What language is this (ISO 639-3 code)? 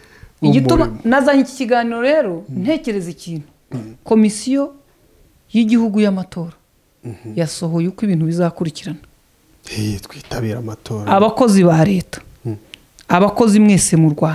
kin